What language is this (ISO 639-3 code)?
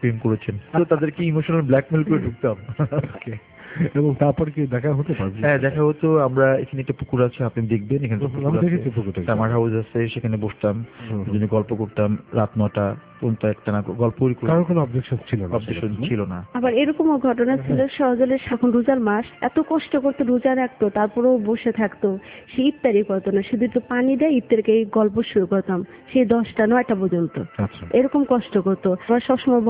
ben